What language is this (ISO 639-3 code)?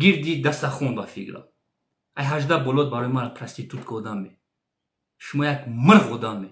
tgk